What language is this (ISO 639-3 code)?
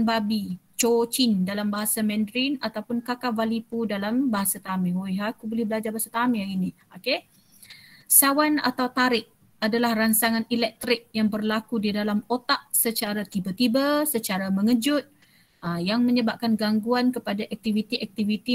msa